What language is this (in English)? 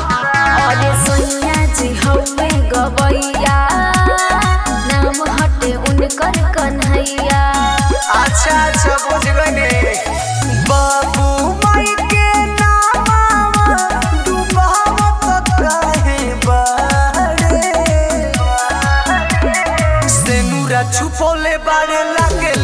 Bhojpuri